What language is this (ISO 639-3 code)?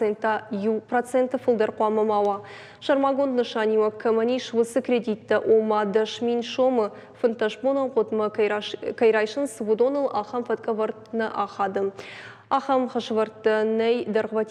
oss